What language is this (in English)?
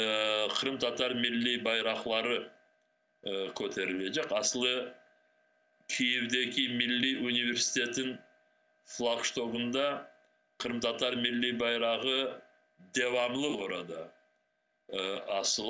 Crimean Tatar